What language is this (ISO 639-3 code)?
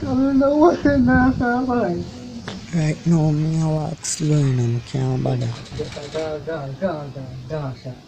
jam